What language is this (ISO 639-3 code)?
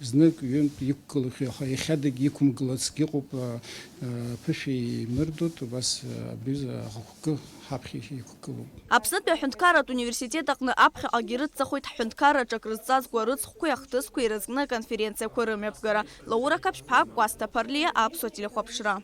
abk